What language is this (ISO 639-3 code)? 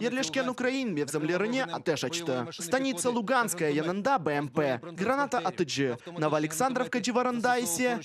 crh